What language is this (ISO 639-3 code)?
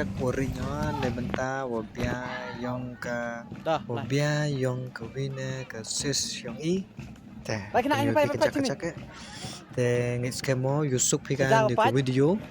kha